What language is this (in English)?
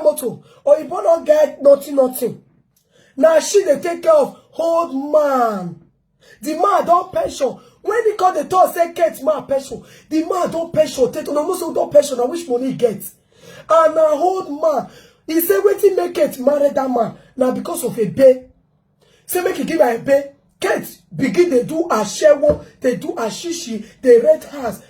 Nigerian Pidgin